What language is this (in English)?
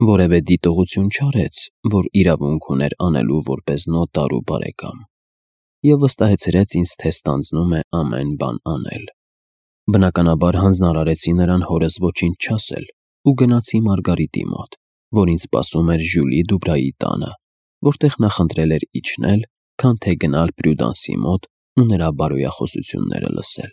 Armenian